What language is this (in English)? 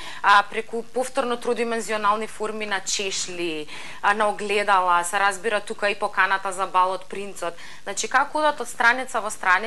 Macedonian